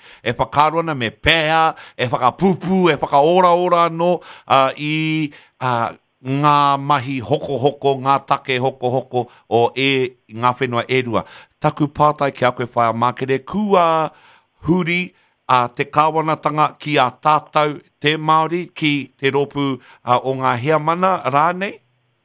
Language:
Māori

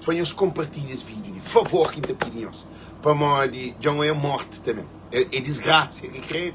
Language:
Kabuverdianu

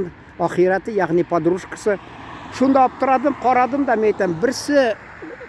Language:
Tatar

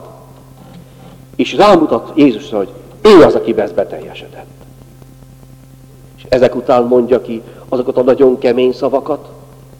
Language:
Hungarian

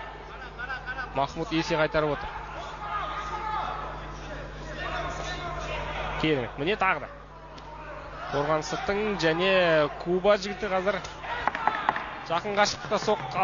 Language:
Kazakh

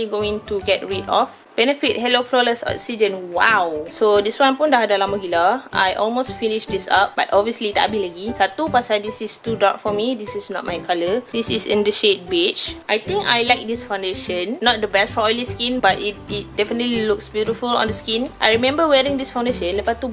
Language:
Malay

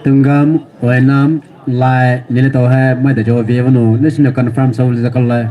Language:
Poumei Naga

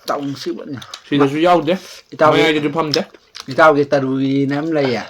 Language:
Manipuri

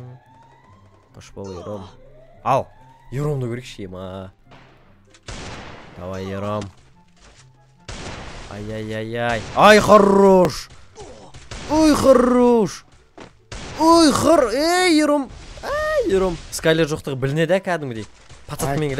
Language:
Kazakh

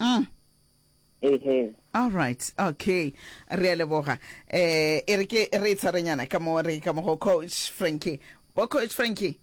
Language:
Northern Sotho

